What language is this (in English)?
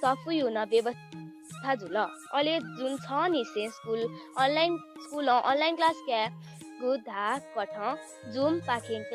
Newari